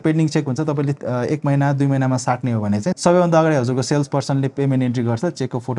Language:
Nepali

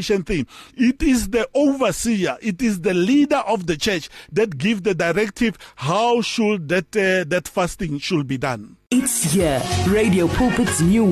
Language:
English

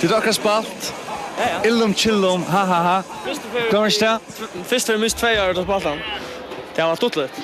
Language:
Faroese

